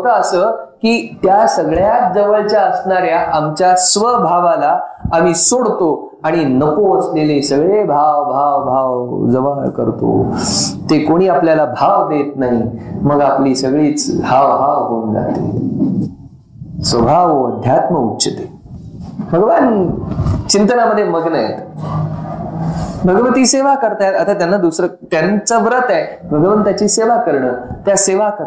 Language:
Marathi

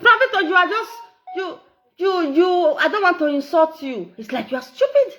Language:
Nigerian Pidgin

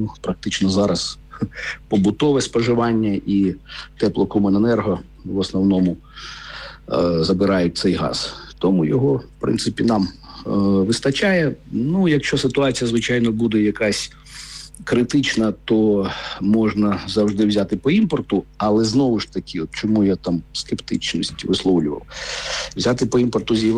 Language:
Ukrainian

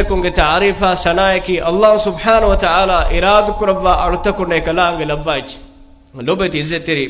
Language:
Divehi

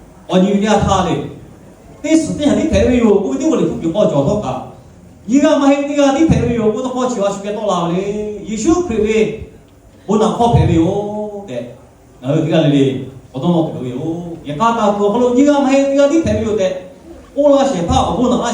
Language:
Lahu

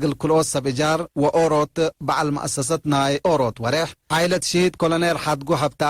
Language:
Tigre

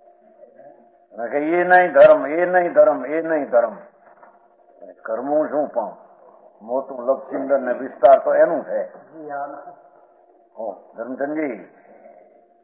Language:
Gujarati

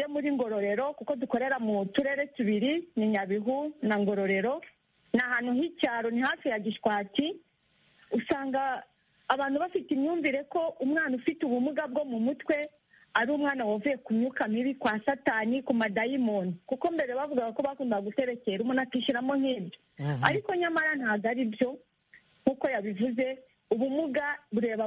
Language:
Kinyarwanda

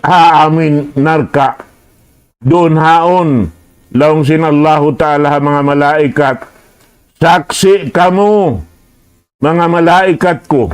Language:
Tausug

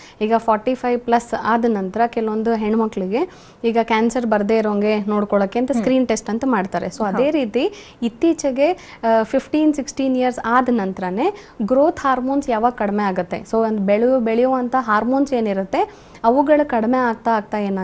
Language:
Kannada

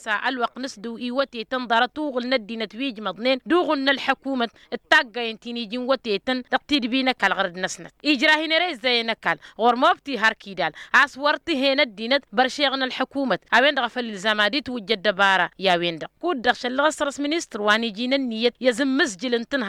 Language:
Tamasheq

